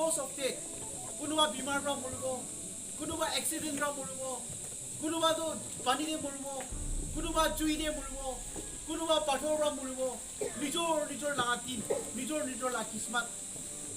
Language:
Naga Pidgin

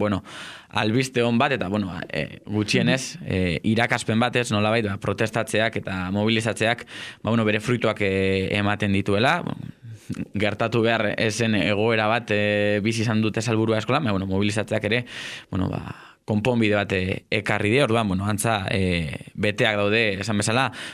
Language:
Basque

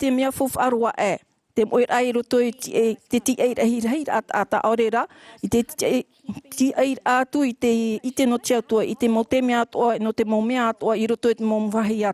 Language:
Tahitian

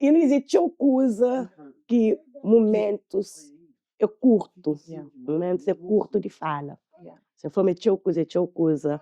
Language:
Kabuverdianu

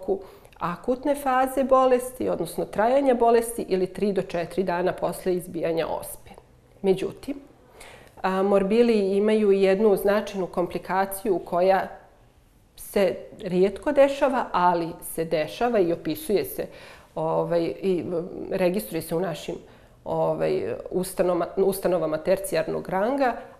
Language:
Bosnian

